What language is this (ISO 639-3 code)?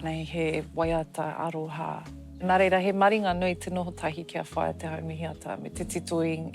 mri